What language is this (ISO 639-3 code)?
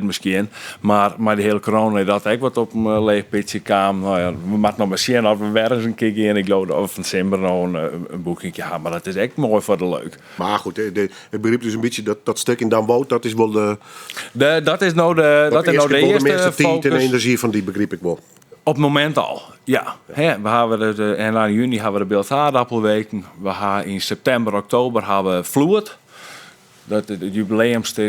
fry